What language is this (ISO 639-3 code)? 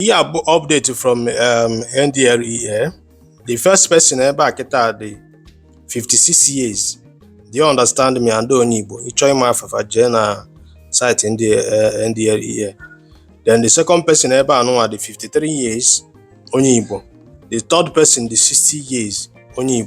ibo